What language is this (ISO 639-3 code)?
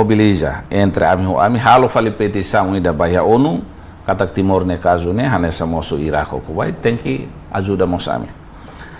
tet